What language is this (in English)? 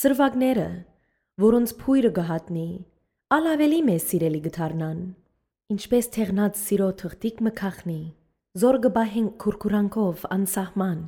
Armenian